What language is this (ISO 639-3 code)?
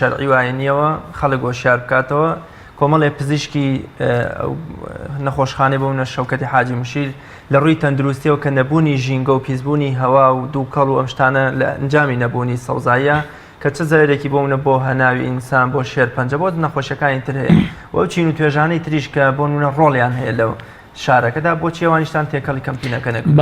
ckb